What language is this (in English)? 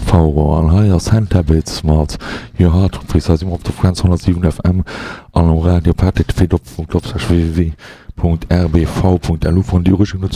Luxembourgish